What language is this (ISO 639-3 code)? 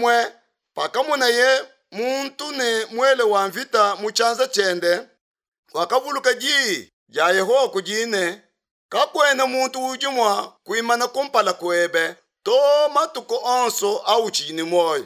lua